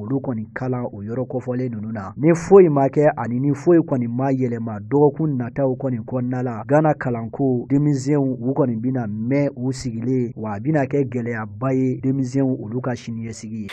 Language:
Bambara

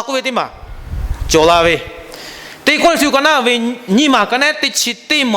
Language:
Lahu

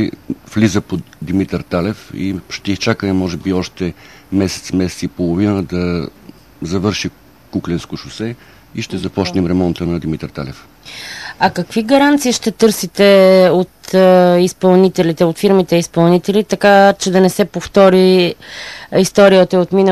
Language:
Bulgarian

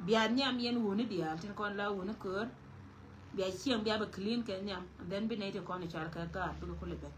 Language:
Nuer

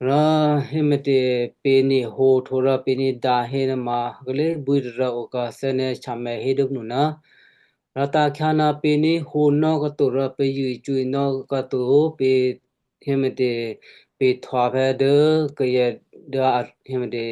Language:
Western Kayah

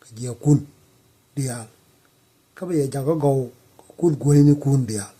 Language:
Nuer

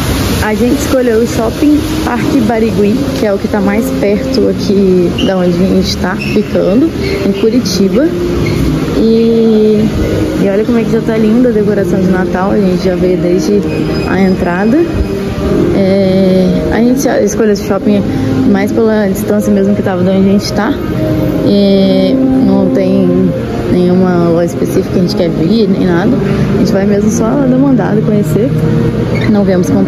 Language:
Portuguese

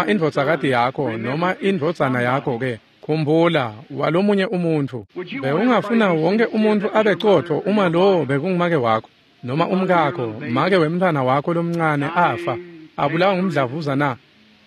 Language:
Swati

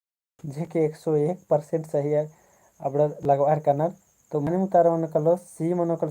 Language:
Kurukh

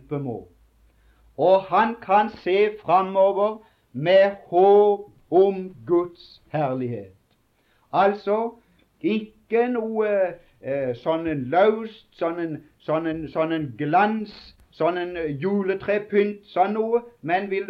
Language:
Norwegian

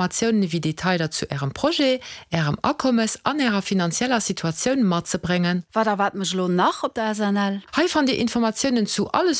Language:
Luxembourgish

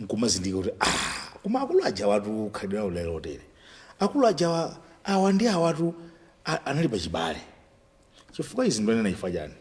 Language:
Nyanja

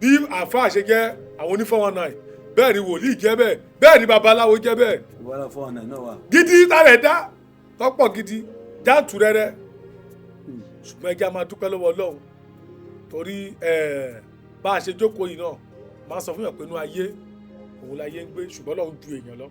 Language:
Yoruba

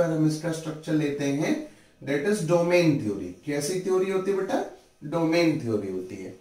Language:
Hindi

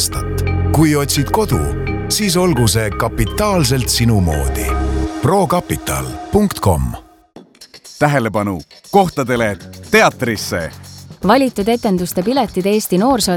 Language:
Estonian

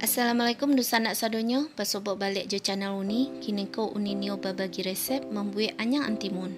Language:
Minangkabau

